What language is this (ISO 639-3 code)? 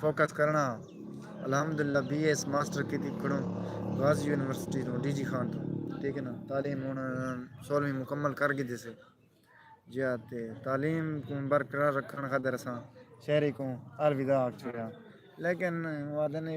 skr